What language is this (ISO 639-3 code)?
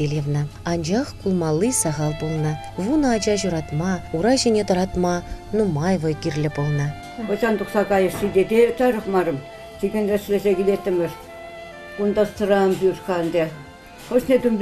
chv